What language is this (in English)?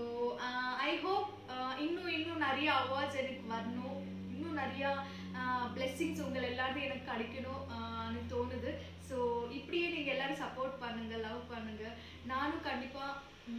Tamil